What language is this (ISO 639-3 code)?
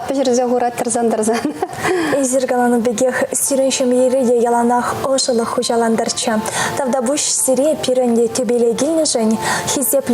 chv